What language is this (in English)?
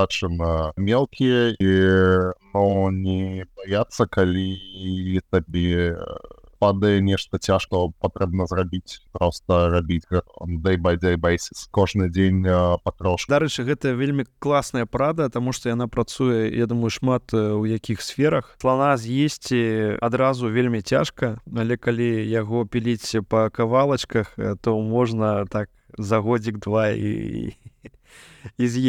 Belarusian